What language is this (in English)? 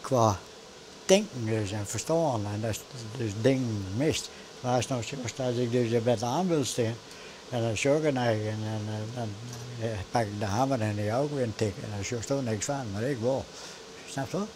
Western Frisian